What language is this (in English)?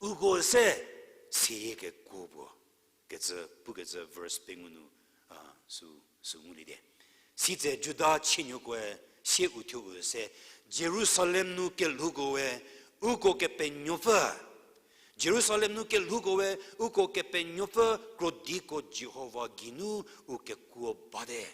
Angami Naga